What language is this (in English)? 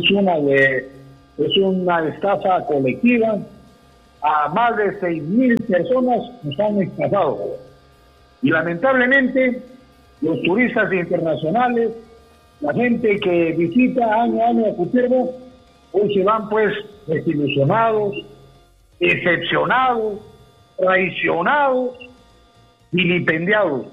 Spanish